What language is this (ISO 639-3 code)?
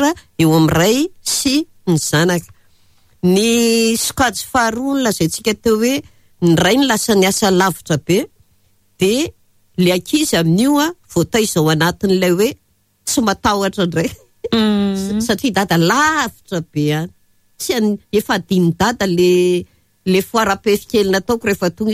mlg